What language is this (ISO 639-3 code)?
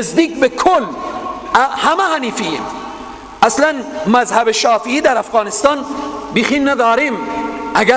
fas